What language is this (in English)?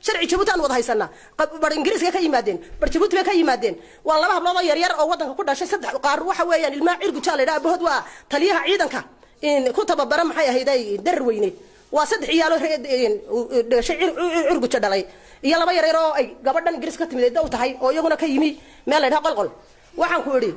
Somali